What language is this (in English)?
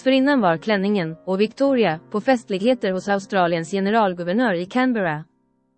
Swedish